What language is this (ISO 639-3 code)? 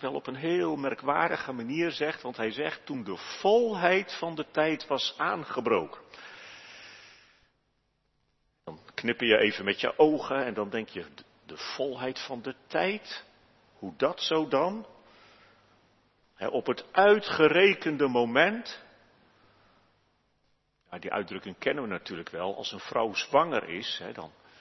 nld